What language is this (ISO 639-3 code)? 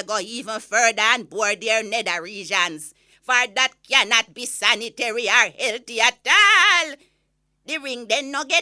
jam